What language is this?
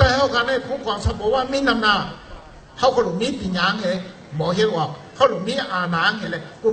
Shan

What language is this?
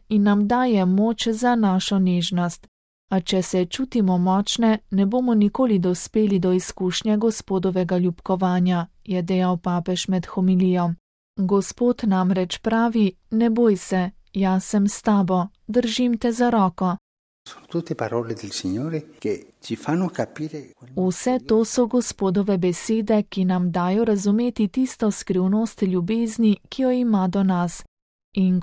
Slovenian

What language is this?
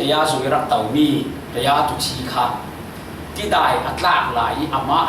Falam Chin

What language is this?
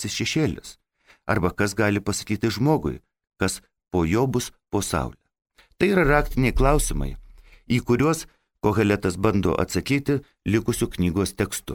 Lithuanian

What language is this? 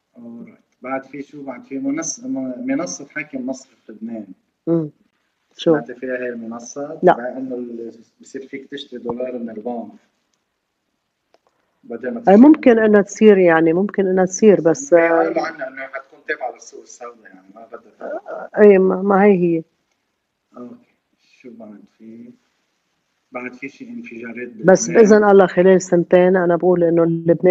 North Levantine Arabic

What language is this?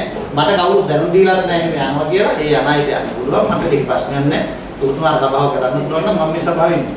Sinhala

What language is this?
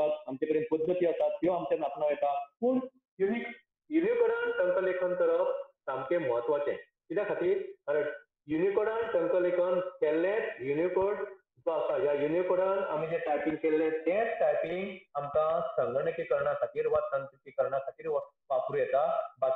Konkani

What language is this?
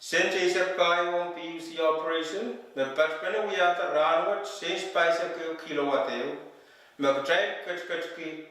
Pohnpeian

